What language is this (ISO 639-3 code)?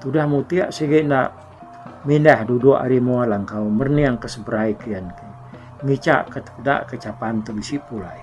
iba